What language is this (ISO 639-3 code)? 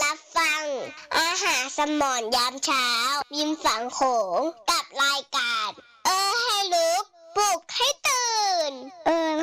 tts